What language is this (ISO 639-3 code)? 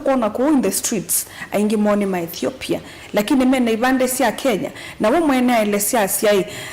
kam